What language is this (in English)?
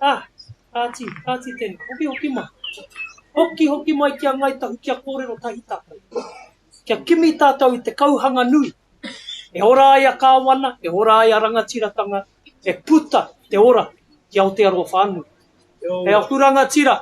Māori